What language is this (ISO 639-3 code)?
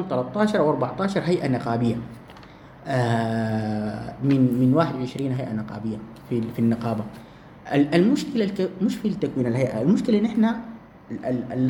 apd